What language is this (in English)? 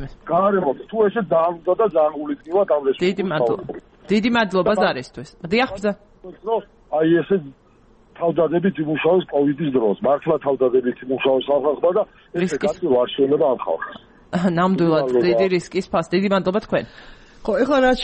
Georgian